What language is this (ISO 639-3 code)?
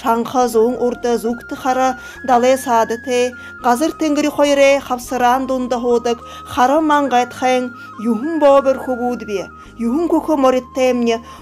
bua